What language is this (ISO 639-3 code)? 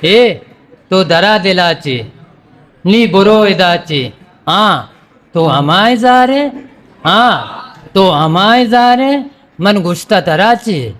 bgp